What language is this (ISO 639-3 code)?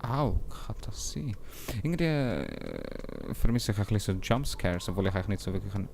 gsw